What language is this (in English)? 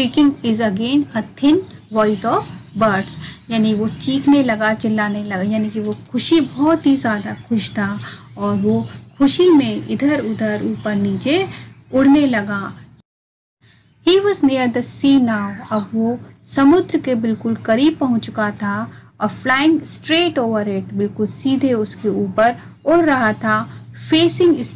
Hindi